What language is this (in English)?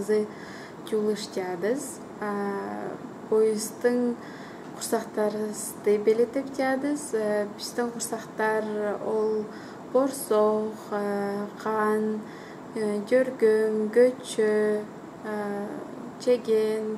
Kyrgyz